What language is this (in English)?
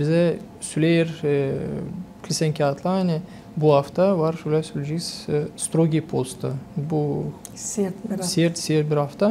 Gagauz